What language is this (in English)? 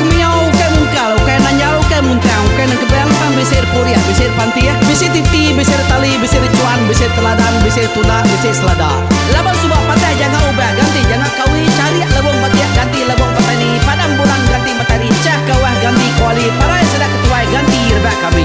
Iban